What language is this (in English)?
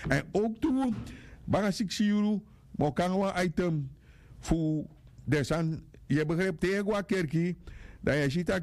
Sranan Tongo